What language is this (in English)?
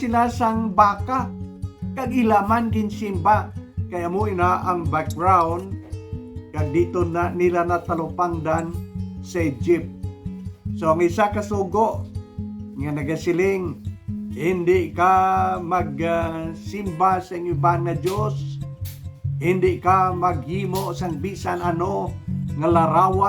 Hiligaynon